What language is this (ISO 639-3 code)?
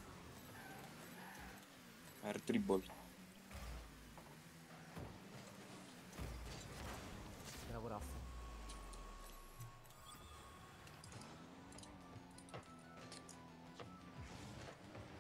ita